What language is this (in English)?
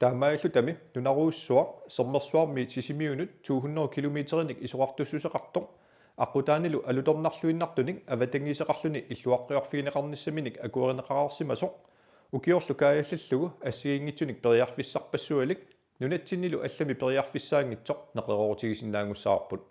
Kalaallisut